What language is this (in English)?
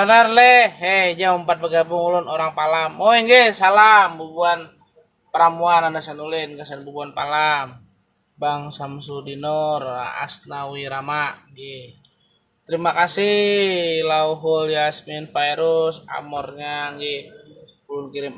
Banjar